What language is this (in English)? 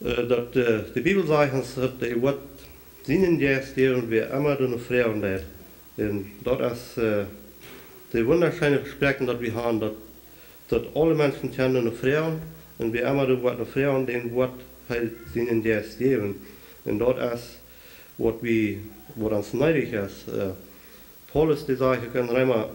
Plautdietsch